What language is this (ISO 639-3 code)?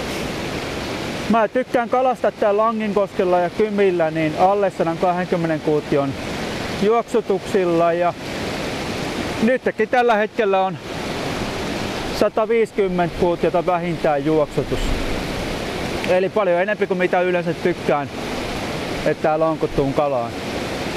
fin